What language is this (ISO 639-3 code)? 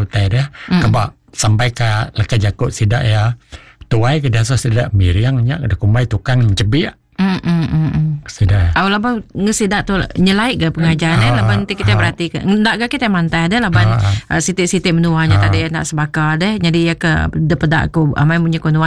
iba